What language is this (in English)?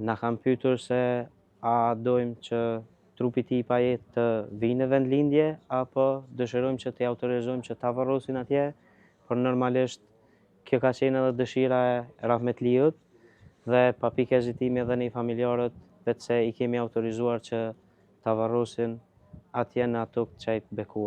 Albanian